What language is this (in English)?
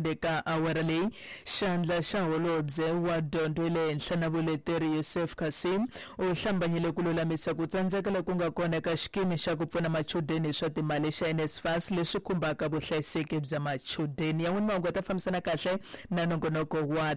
Tsonga